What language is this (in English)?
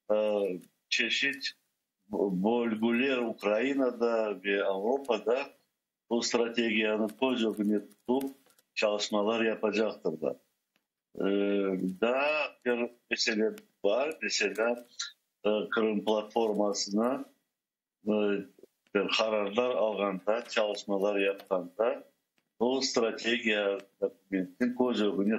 Crimean Tatar